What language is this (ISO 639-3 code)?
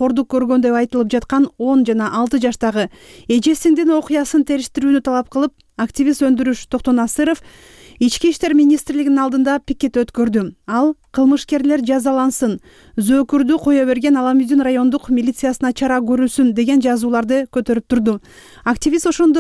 kir